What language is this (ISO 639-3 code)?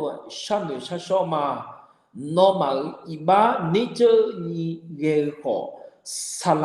ahk